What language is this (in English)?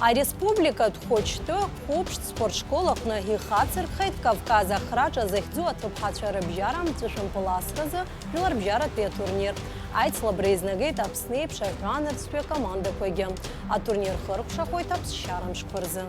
Abkhazian